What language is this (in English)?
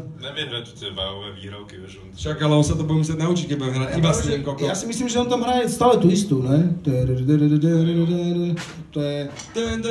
Slovak